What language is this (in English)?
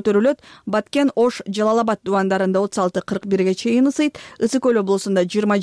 Kyrgyz